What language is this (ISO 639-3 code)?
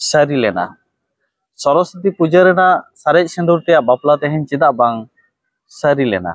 sat